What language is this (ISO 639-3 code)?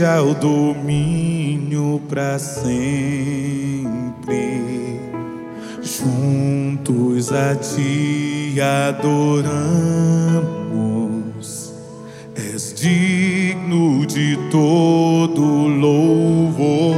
por